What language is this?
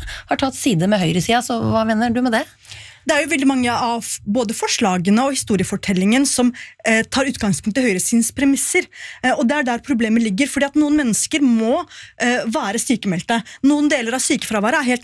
Norwegian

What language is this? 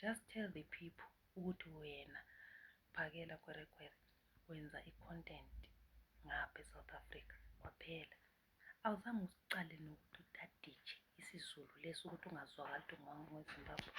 Zulu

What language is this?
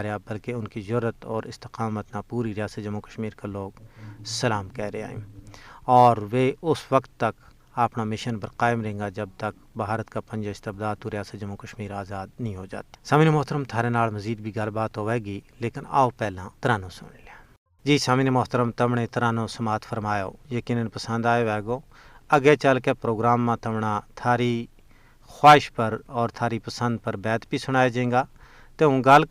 Gujari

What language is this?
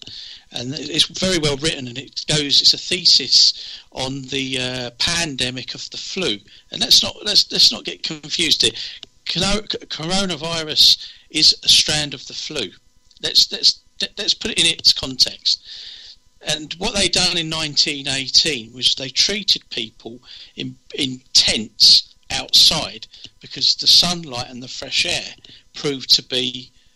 English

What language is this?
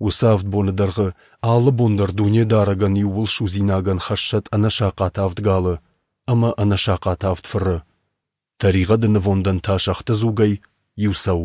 Ossetic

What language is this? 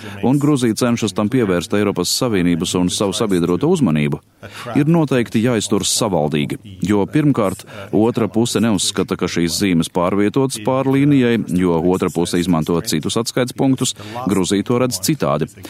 Latvian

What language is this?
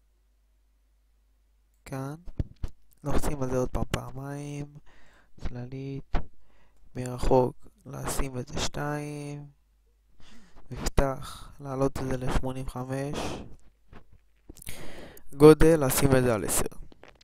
Hebrew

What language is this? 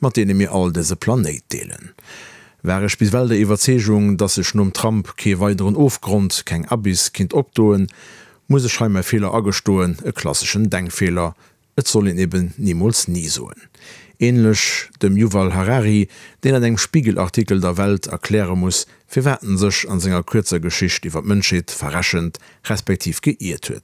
Luxembourgish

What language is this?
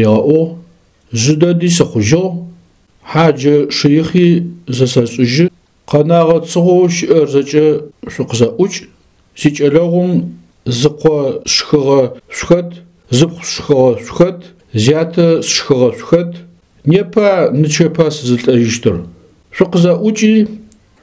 Adyghe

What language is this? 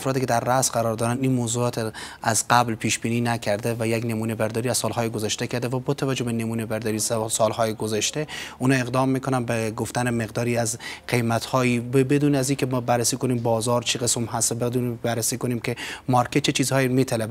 Persian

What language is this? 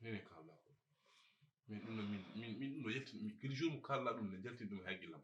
Fula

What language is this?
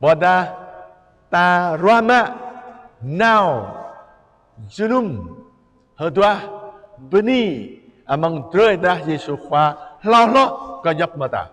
Jarai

